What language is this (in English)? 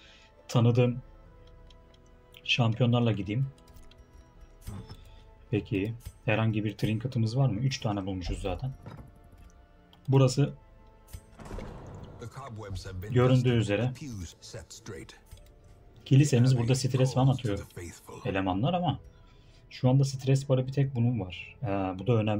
Turkish